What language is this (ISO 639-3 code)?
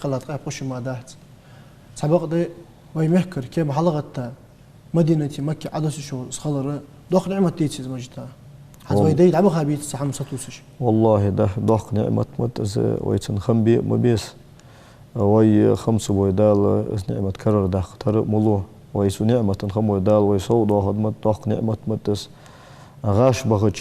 inh